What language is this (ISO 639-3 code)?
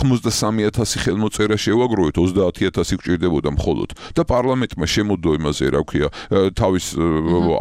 kat